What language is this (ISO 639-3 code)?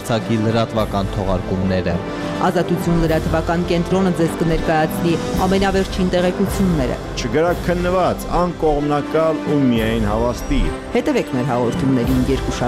hye